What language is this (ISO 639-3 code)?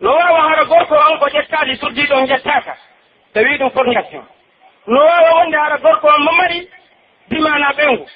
fuf